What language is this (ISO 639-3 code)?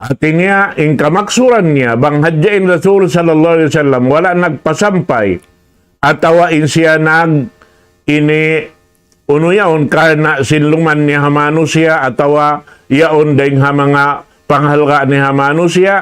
tsg